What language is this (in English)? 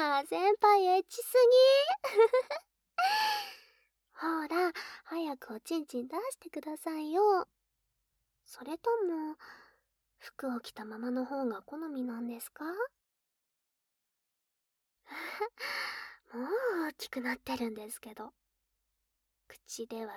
Japanese